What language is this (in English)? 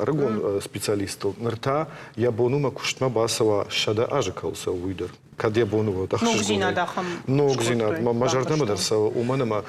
Ossetic